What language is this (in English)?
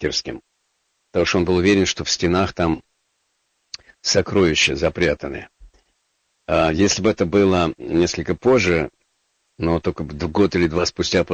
Russian